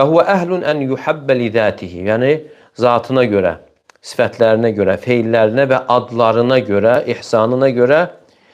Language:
Azerbaijani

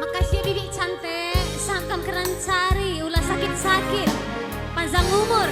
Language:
Batak Karo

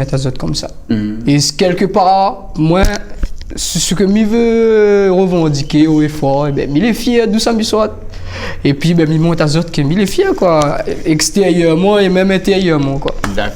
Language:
Réunion Creole French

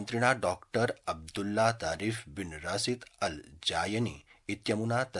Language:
Sanskrit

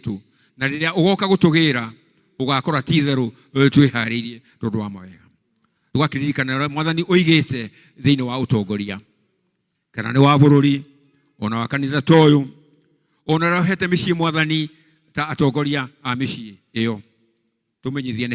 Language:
Kikuyu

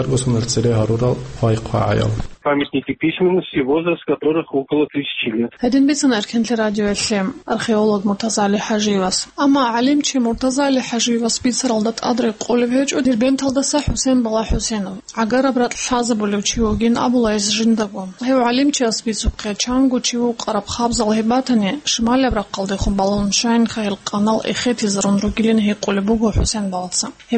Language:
Avaric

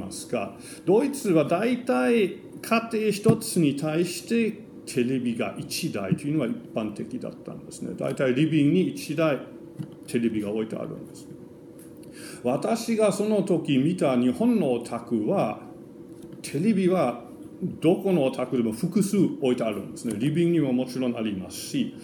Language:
Japanese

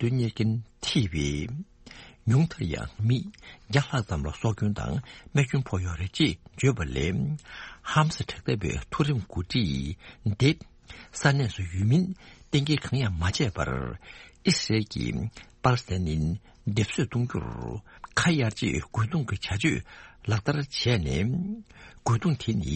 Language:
Tibetan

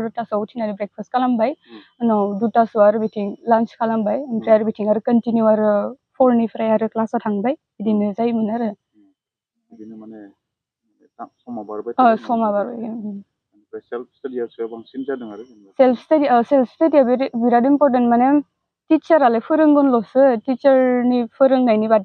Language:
Bodo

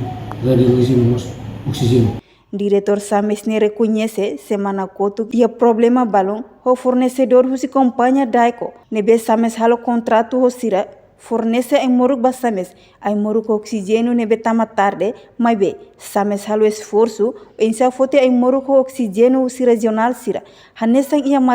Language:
Tetum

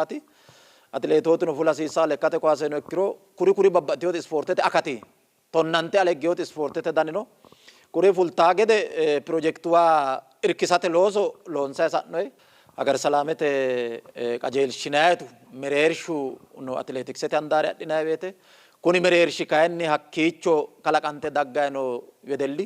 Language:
Sidamo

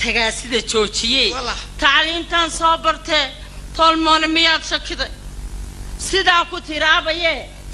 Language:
Somali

